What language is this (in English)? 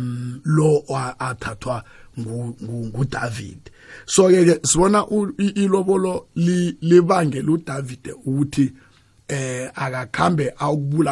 South Ndebele